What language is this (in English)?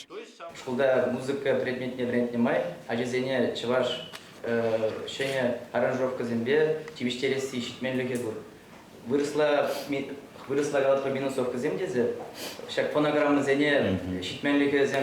Chuvash